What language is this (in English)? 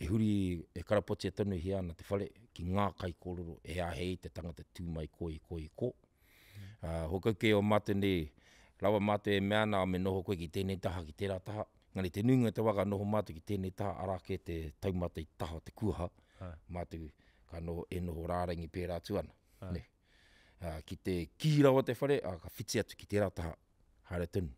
Māori